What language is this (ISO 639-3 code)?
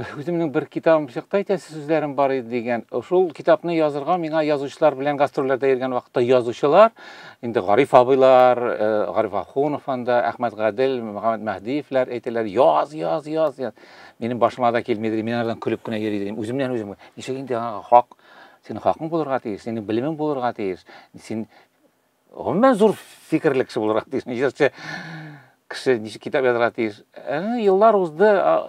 tat